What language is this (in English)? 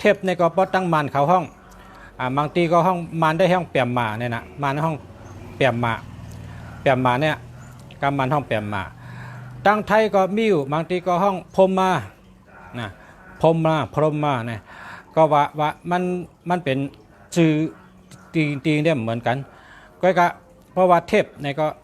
Shan